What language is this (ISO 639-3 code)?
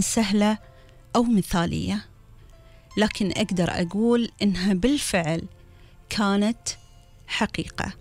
afb